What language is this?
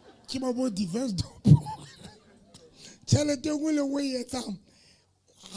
Southern Sotho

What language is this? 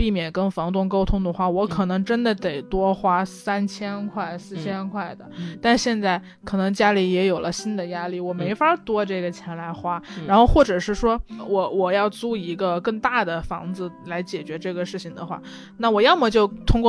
Chinese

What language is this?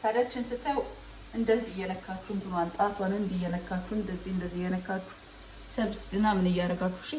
Amharic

